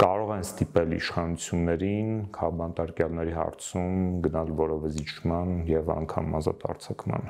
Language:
Armenian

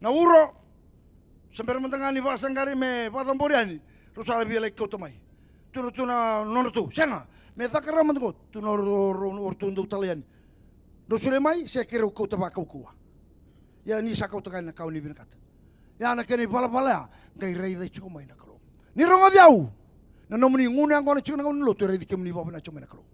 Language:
Fijian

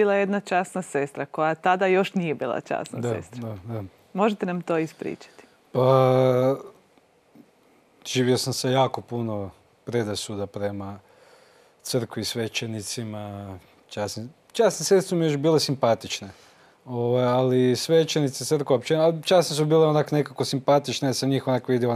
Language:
Croatian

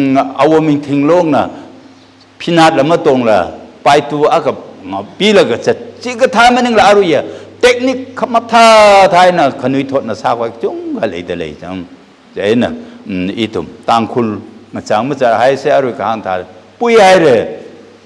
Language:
Tangkhul Naga (India)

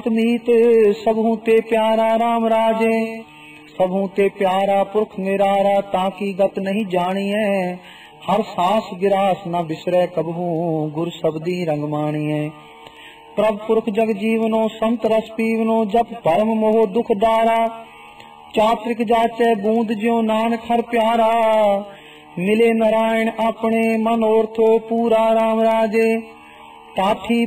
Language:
Punjabi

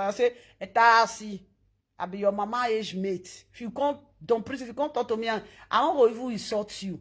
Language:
Nigerian Pidgin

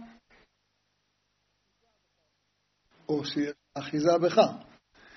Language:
Hebrew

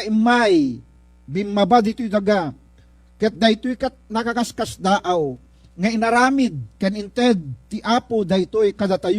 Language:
Iloko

